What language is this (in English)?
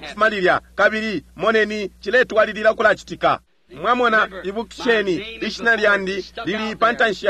Bemba